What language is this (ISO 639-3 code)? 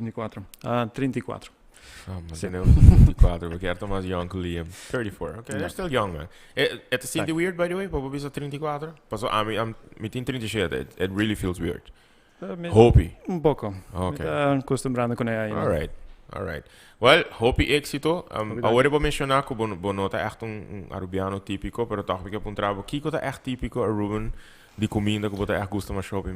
pap